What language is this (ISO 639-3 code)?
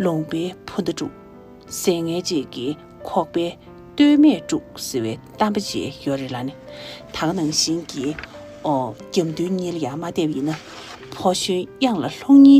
bod